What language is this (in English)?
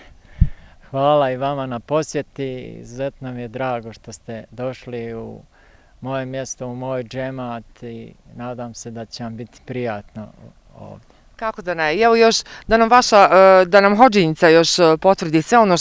Bosnian